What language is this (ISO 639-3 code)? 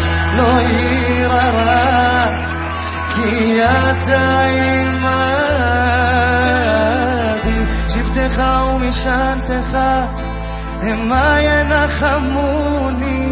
zho